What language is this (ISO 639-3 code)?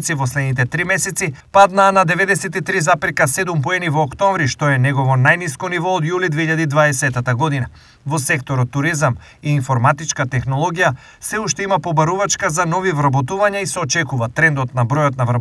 mkd